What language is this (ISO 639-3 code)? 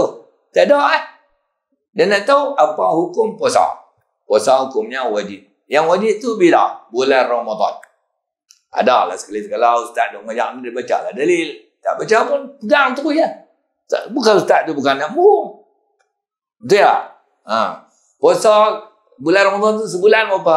msa